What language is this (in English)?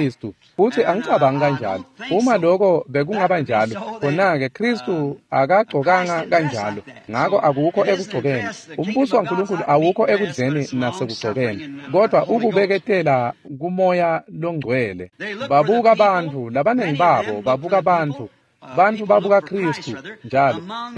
Swati